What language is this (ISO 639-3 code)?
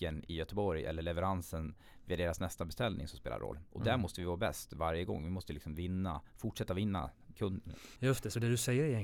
swe